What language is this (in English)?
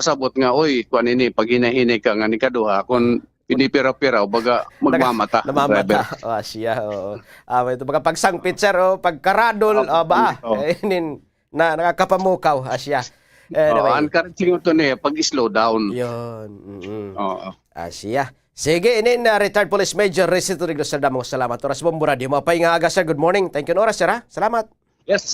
Waray